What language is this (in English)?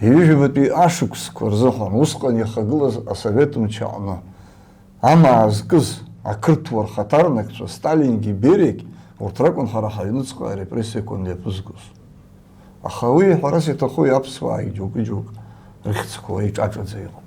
Abkhazian